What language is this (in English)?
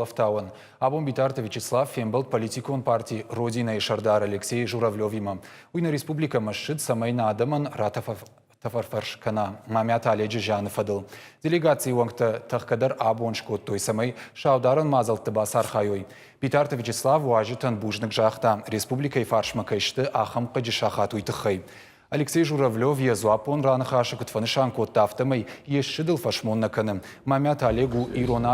Ossetic